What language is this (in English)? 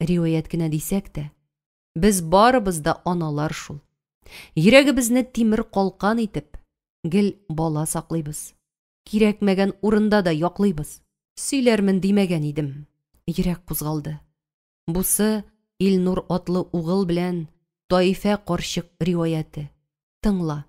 Tatar